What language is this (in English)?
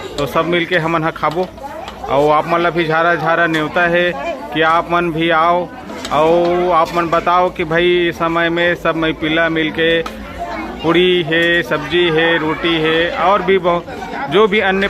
Chhattisgarhi